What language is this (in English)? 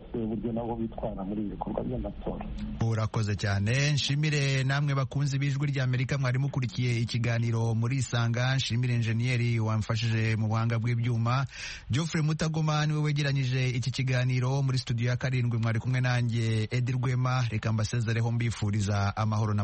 Kinyarwanda